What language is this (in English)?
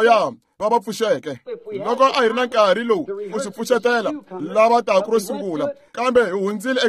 Tsonga